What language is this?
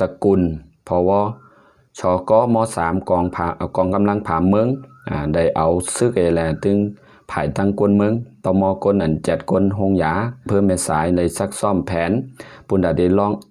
Shan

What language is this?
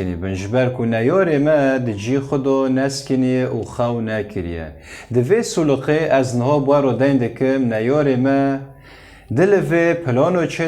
Kurdish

